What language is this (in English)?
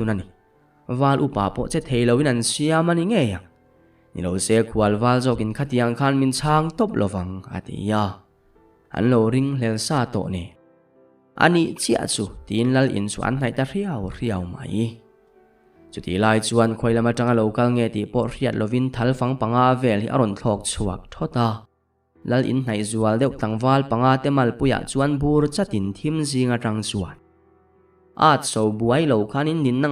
Mizo